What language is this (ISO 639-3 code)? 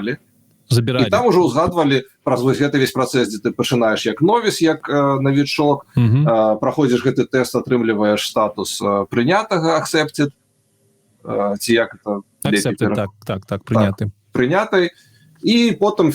bel